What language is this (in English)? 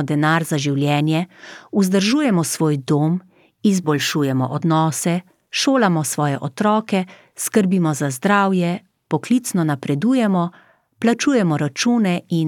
Slovenian